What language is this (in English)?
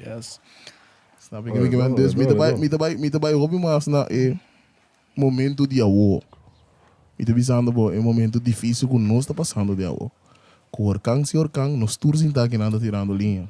Papiamento